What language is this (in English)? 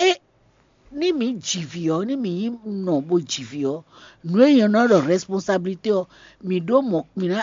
Fon